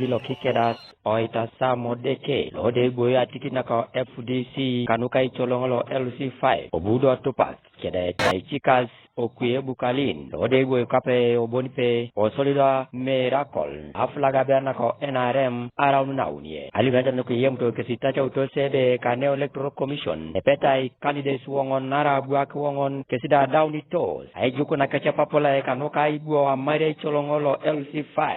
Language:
Teso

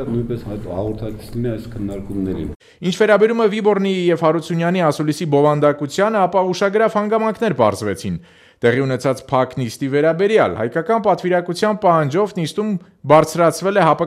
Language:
Armenian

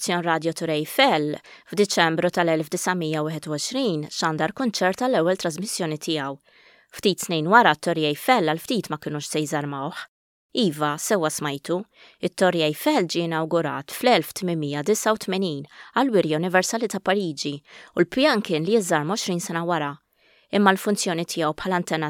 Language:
Maltese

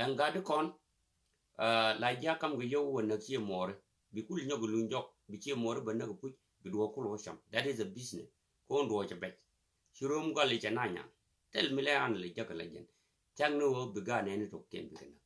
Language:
Nuer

